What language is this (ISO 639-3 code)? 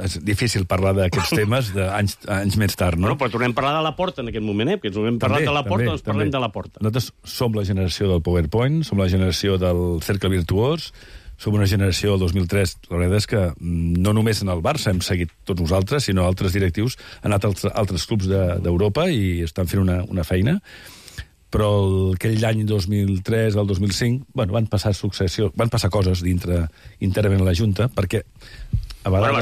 cat